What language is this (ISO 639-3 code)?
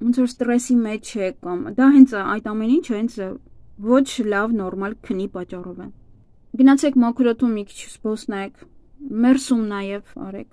hye